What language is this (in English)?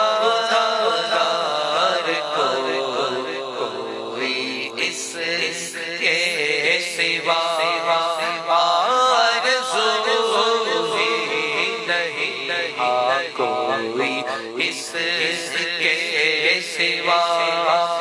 Urdu